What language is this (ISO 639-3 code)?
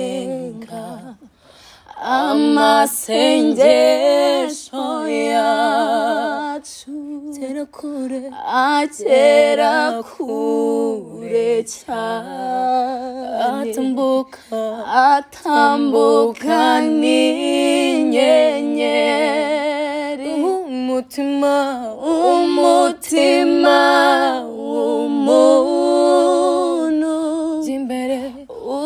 kin